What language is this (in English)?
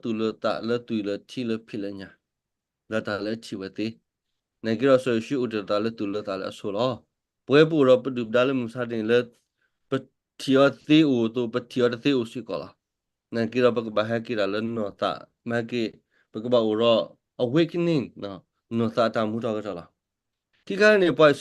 S'gaw Karen